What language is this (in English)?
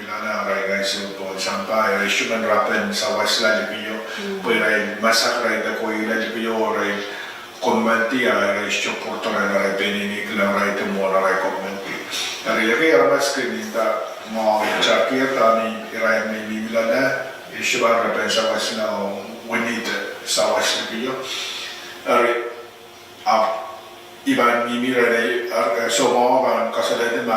Pohnpeian